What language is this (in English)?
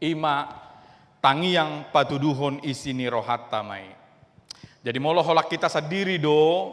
Batak Toba